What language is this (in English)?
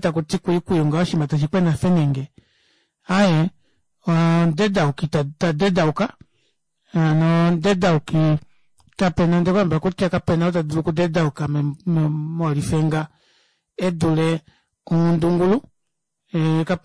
Kuanyama